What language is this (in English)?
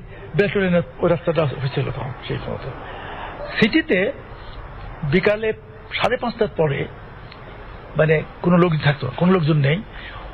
Bangla